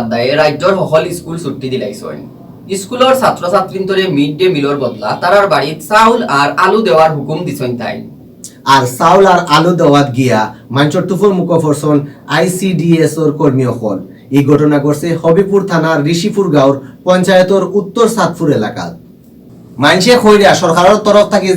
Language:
Sylheti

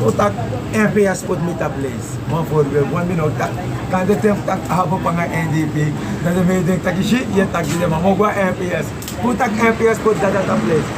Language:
Sranan Tongo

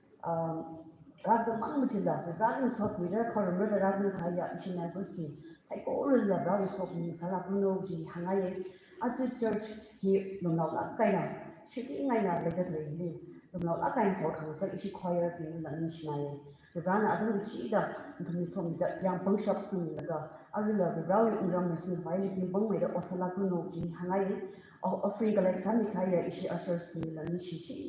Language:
Tangkhul Naga (India)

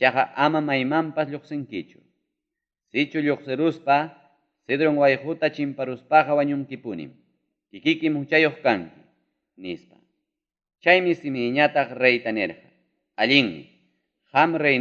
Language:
Ayacucho Quechua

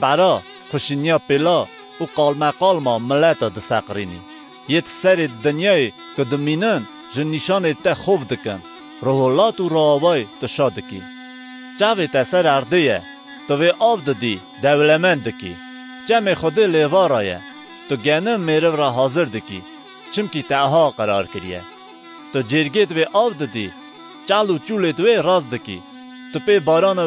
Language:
Kurdish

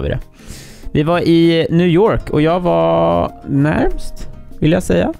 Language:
Swedish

